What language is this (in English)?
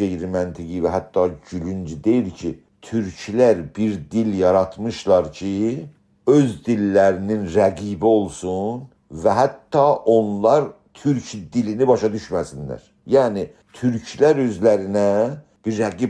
South Azerbaijani